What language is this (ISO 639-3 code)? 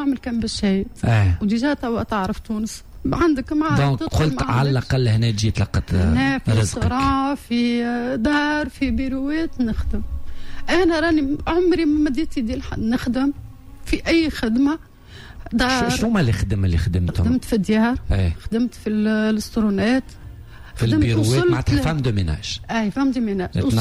aeb